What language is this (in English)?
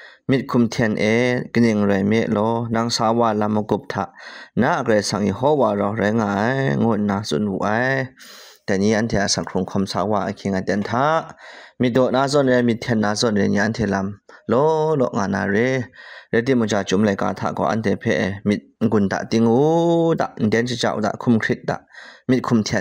Kachin